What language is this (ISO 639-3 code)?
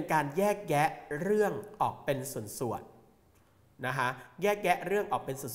tha